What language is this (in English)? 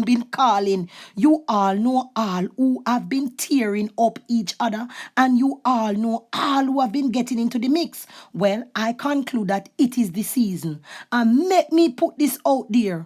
Jamaican Creole English